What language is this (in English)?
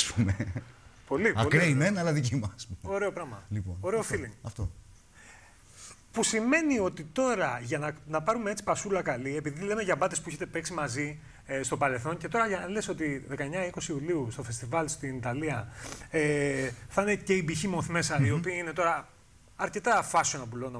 Greek